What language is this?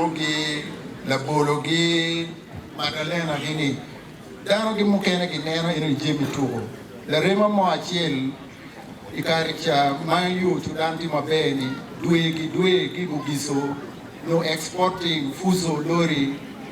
Acoli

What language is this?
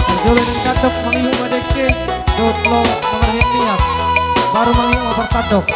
Batak Toba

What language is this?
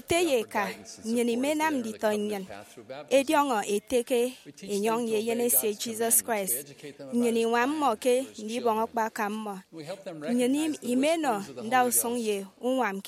Efik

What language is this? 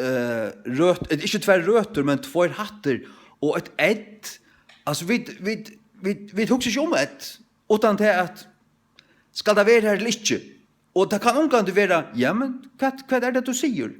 Faroese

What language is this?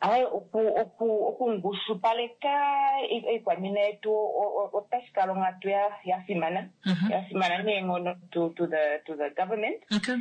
Kuanyama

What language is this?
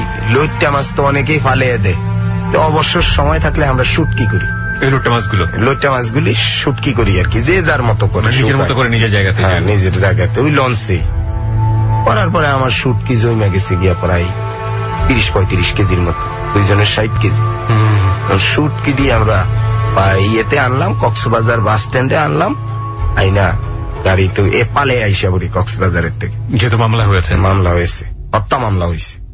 Bangla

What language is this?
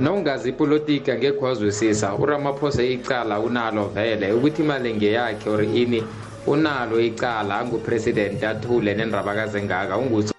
South Ndebele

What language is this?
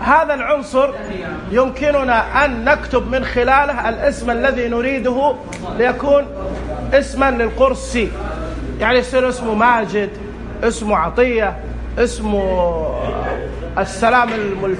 Najdi Arabic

